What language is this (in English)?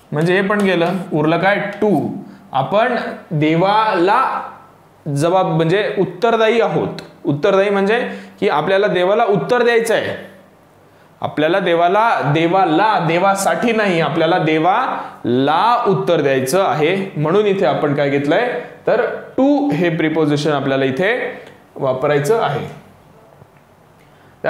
Marathi